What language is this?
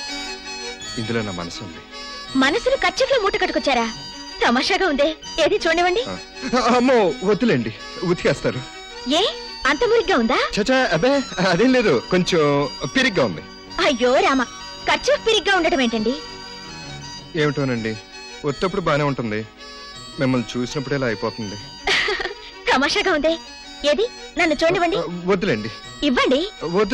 Telugu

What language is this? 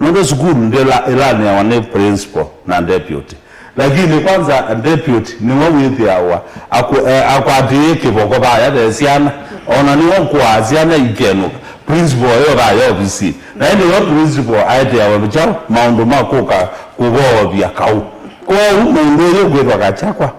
Kamba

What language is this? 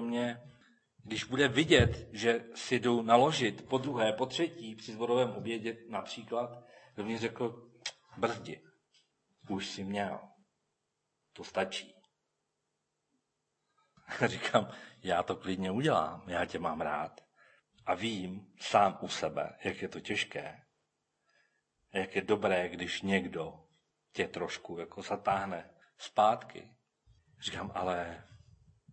Czech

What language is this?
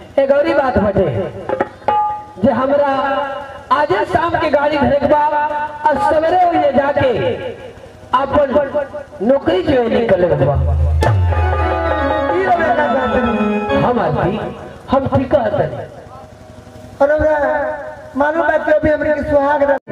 Bhojpuri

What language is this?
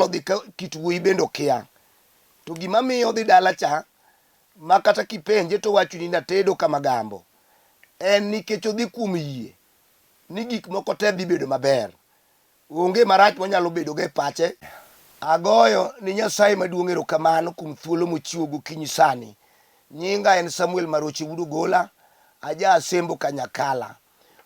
Luo (Kenya and Tanzania)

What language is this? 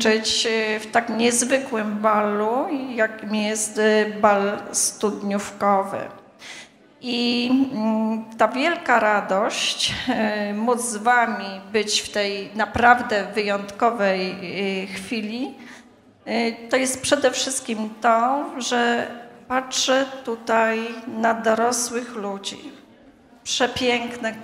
Polish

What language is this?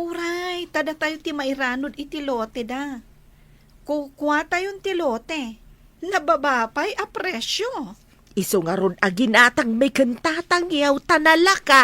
Iloko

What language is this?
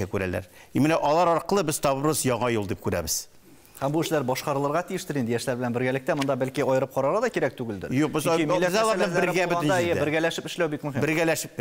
Tatar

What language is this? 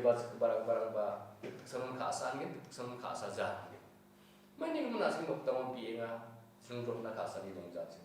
Garo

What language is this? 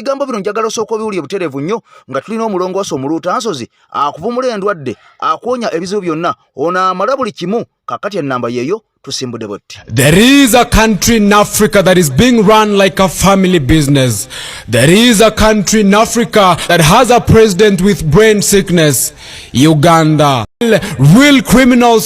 Ganda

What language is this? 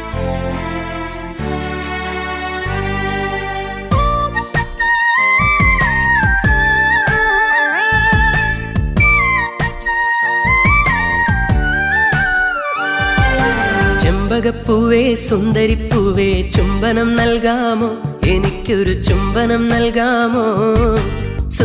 Malayalam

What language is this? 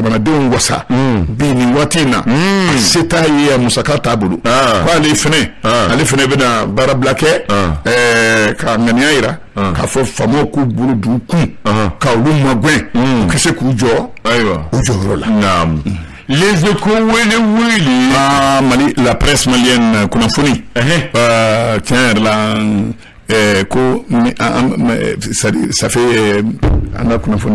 Bambara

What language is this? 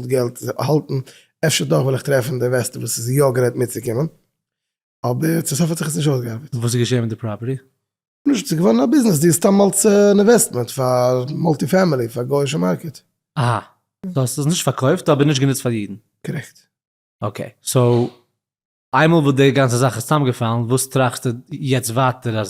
Yiddish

